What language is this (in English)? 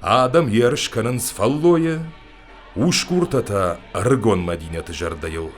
Ossetic